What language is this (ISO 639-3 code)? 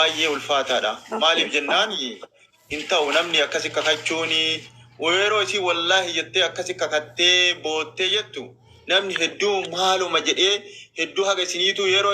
orm